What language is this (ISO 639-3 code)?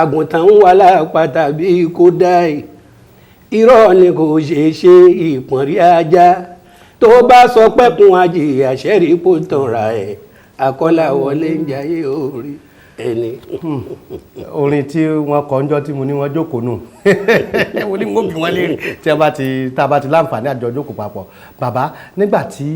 yor